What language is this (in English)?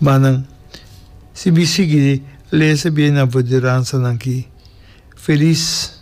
Papiamento